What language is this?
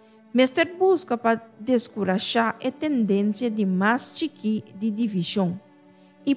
Papiamento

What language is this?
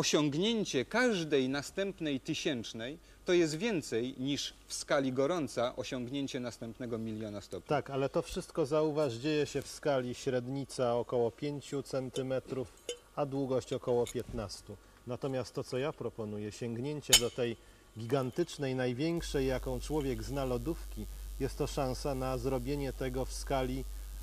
Polish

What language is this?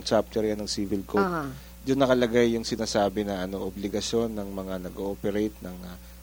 Filipino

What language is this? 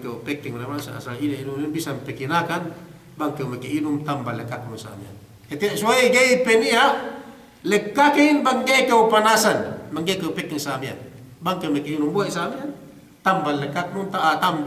Yakan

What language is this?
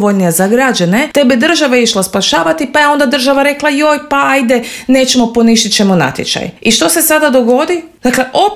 Croatian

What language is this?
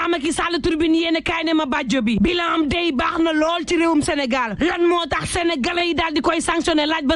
Wolof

